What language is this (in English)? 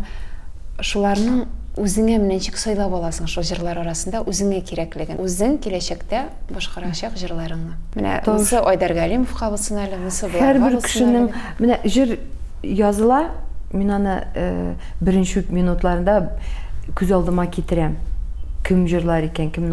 Tatar